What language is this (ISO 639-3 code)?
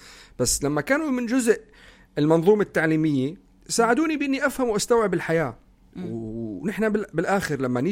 apc